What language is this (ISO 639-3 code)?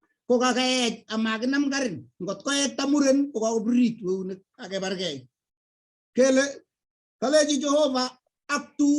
kln